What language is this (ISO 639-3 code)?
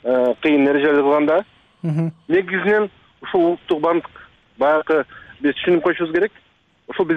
kir